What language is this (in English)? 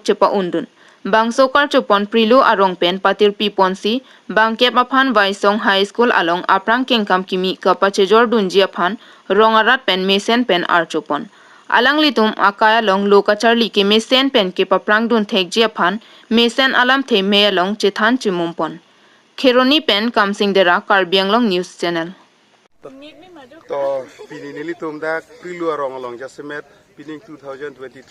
Karbi